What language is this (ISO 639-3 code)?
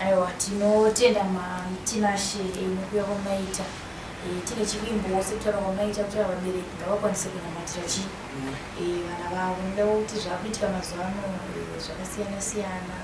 sna